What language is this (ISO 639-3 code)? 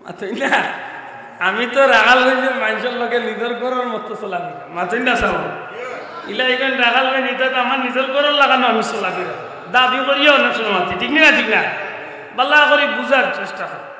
syl